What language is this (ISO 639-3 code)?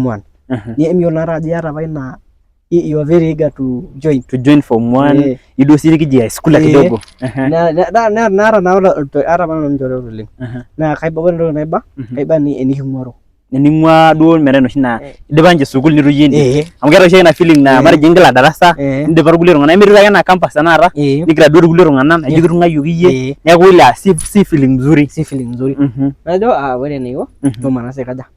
mas